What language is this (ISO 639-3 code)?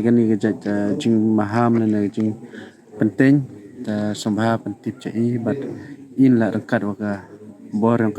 pbv